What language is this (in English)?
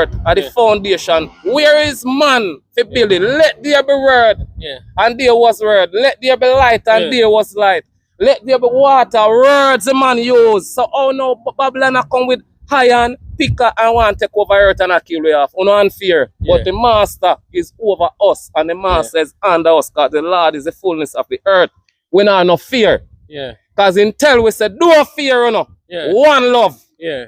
Jamaican Creole English